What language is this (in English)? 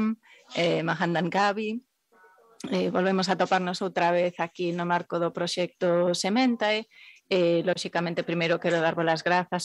Galician